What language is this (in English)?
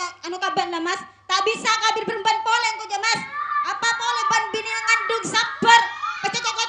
Madurese